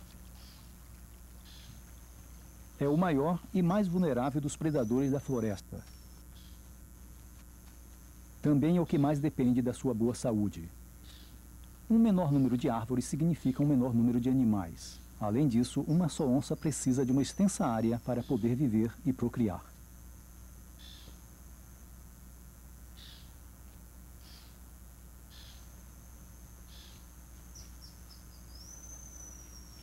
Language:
Portuguese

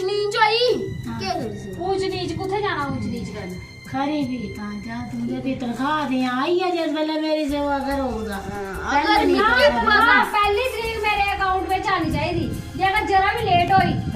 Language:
Dogri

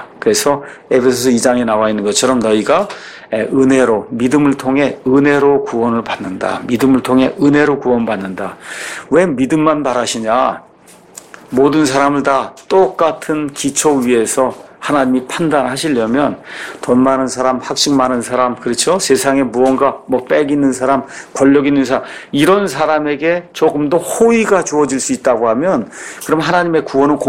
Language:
Korean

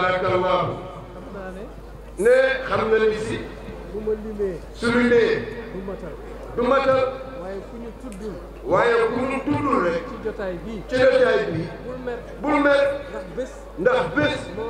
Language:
Wolof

